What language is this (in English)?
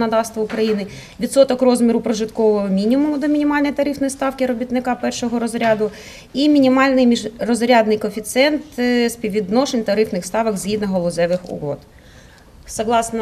Ukrainian